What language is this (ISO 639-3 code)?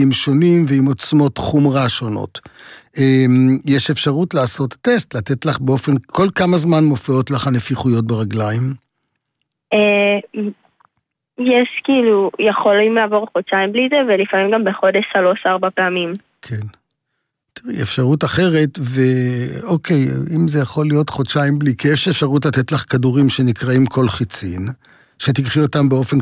heb